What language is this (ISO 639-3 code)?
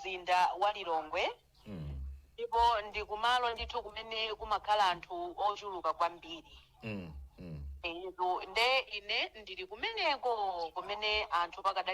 nya